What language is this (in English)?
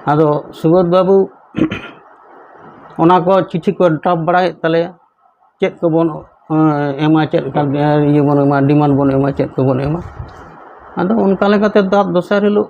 Santali